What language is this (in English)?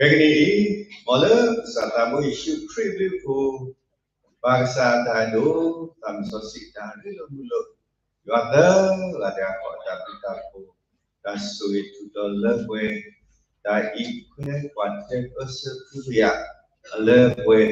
S'gaw Karen